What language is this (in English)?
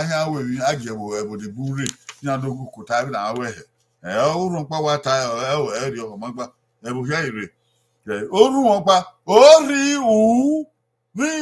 Bini